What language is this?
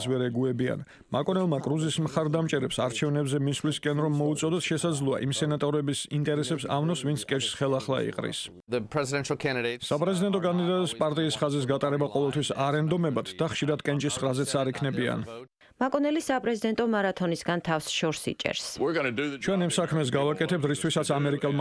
Georgian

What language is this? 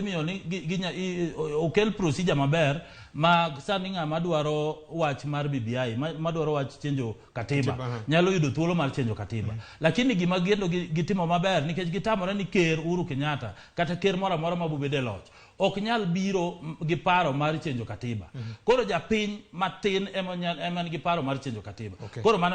Luo (Kenya and Tanzania)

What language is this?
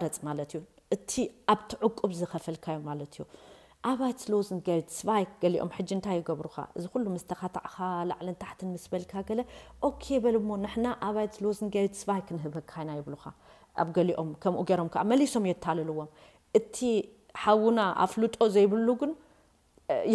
Tigrinya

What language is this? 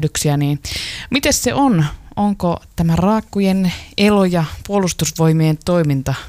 Finnish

